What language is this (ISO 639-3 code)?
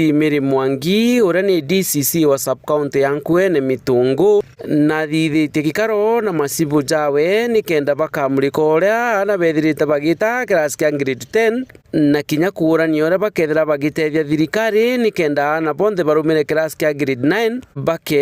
mer